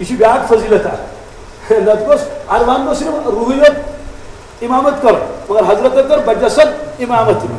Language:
Kashmiri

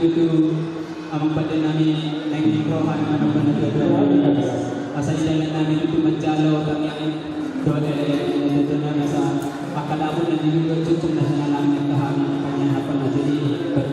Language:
Batak Toba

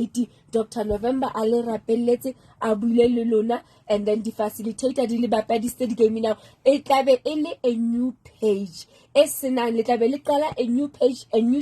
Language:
Southern Sotho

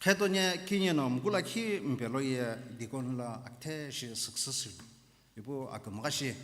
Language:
Sumi Naga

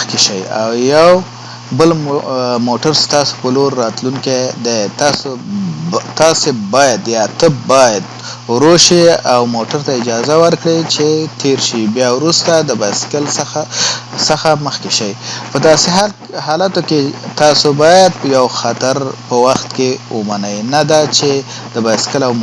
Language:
Pashto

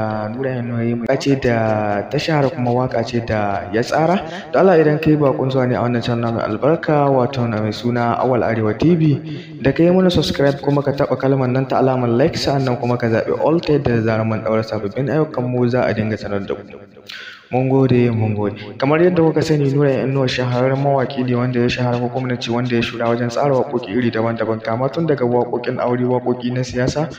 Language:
Hausa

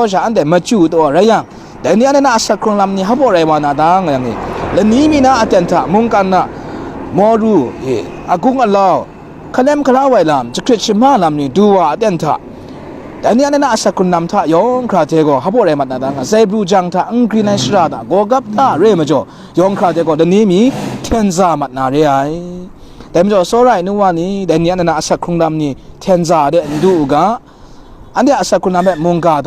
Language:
Kachin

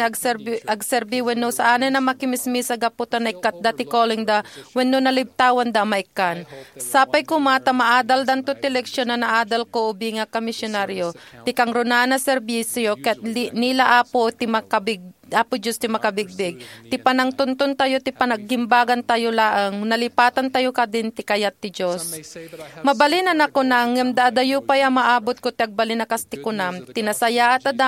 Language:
Iloko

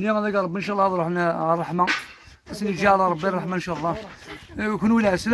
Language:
Kabyle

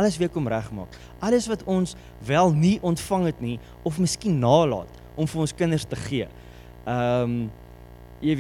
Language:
Afrikaans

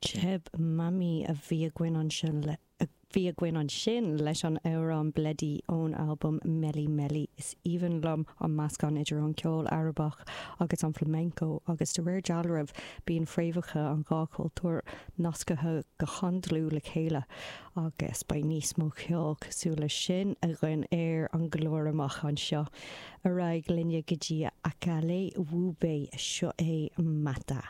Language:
Irish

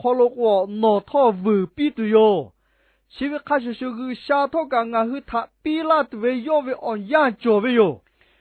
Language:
Lahu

